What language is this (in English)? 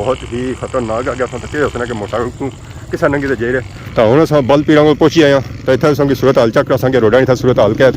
Pahari-Potwari